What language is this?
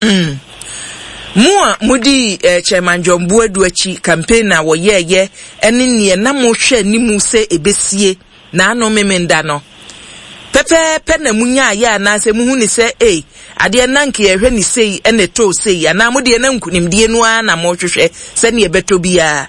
Akan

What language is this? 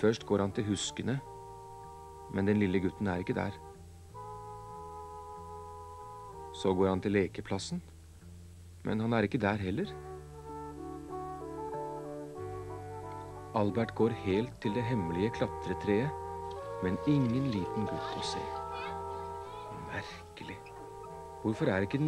Norwegian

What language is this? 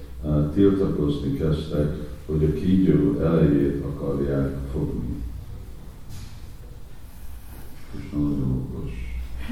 Hungarian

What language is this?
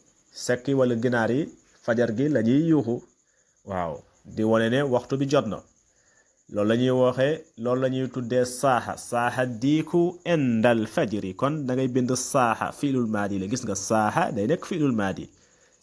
Wolof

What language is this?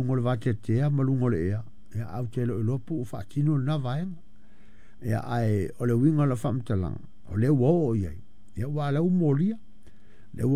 Samoan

